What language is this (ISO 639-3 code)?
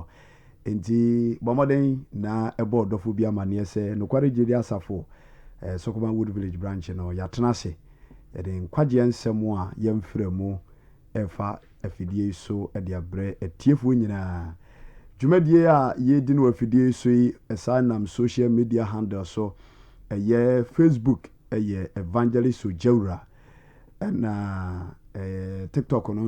aka